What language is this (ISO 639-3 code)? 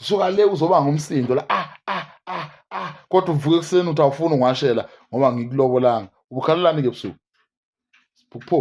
zul